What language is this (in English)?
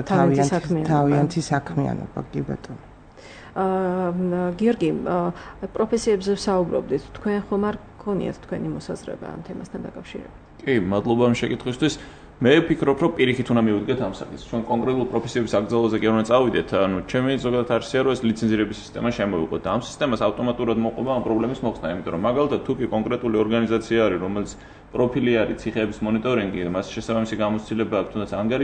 Georgian